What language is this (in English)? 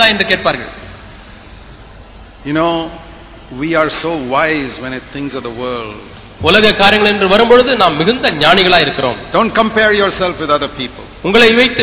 Tamil